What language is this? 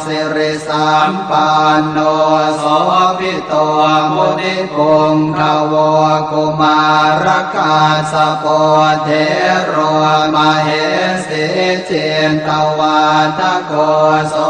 Pali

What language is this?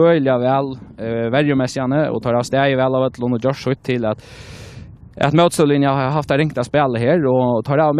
Faroese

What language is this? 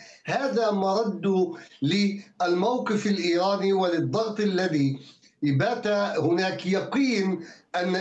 Arabic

